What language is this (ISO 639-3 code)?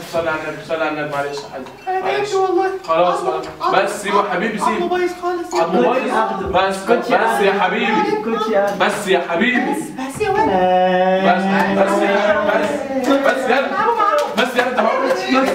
arz